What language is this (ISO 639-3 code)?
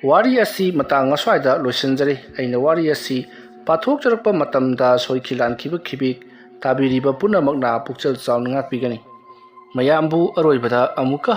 mni